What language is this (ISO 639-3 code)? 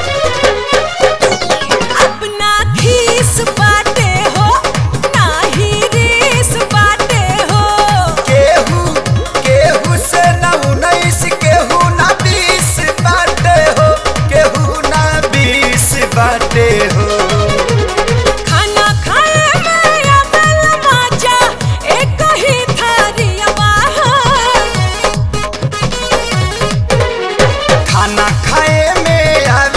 bho